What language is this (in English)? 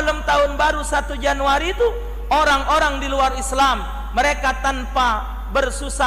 Musi